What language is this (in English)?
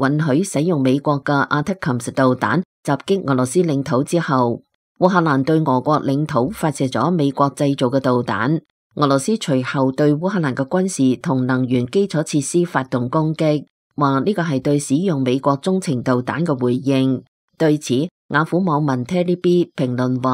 Cantonese